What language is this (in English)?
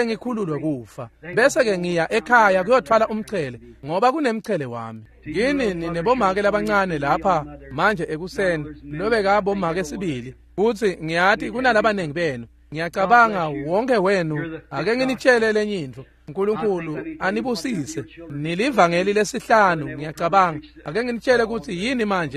Swati